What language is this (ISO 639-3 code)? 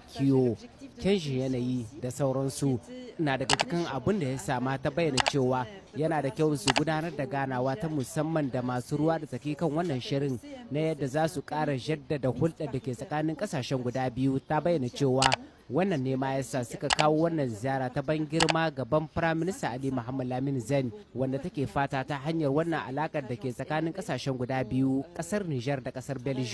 hau